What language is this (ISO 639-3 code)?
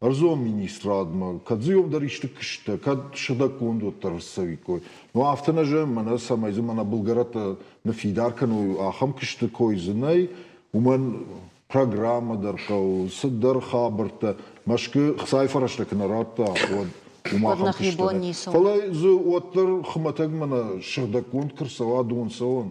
oss